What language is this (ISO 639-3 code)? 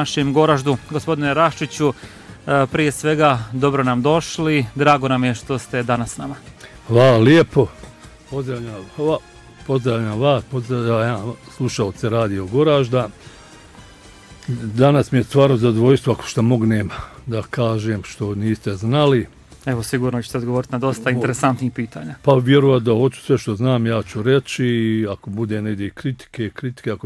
bos